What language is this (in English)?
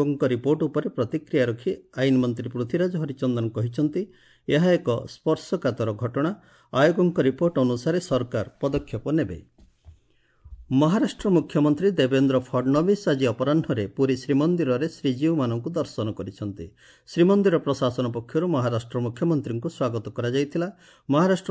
Odia